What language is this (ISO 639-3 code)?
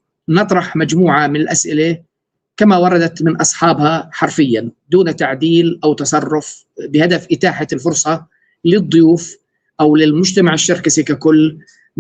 apc